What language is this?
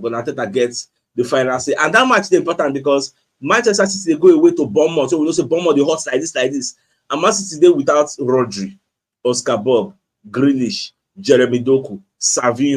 Nigerian Pidgin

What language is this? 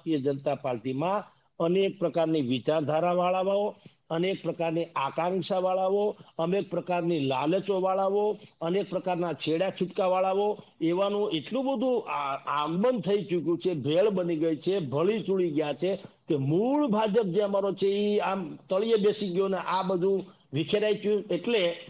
Gujarati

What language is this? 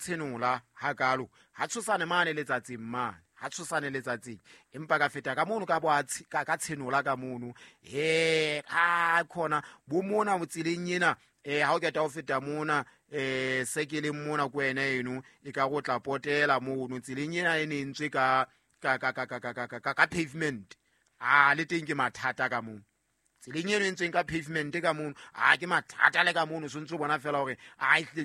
Southern Sotho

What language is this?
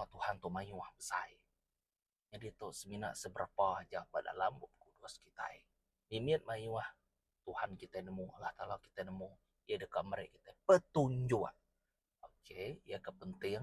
Iban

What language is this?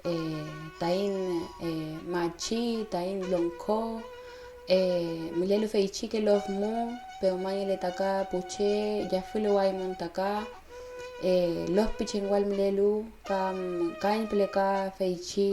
Mapuche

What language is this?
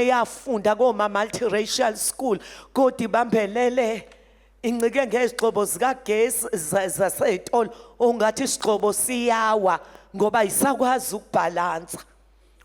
Zulu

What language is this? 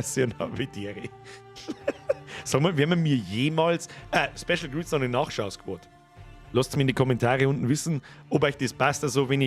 Bavarian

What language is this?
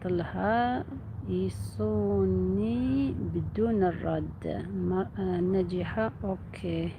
Algerian Arabic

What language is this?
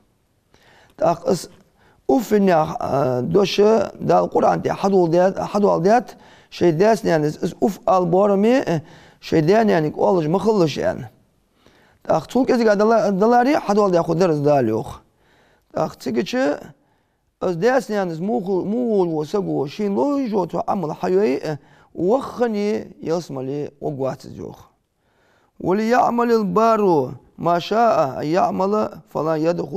Ingush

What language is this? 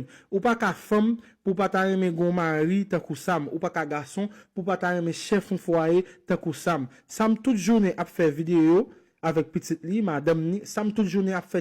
Haitian Creole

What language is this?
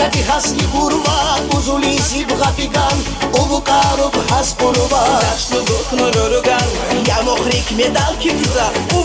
Tabassaran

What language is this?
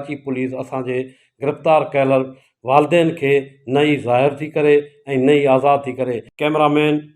Sindhi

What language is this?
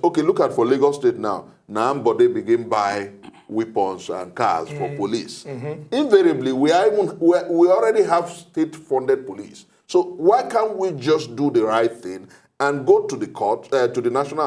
Nigerian Pidgin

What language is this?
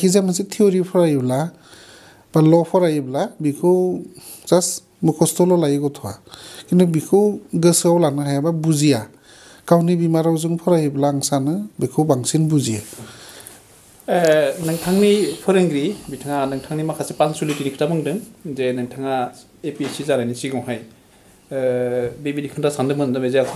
Bodo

